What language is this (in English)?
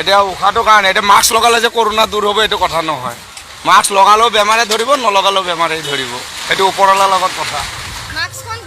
Assamese